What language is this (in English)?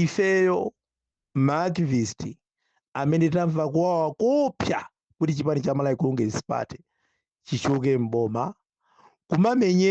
Nyanja